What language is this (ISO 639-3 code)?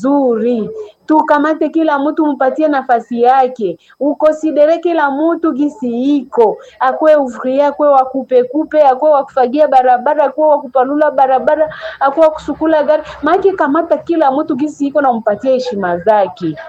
swa